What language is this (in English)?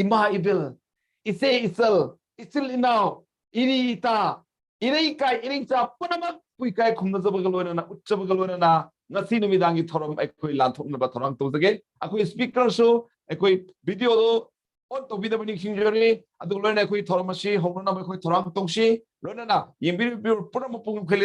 Manipuri